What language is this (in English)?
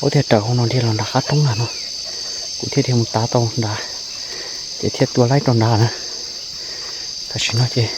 Hmong